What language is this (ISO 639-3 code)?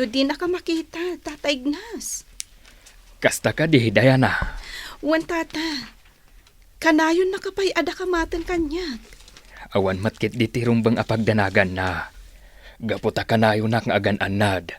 ilo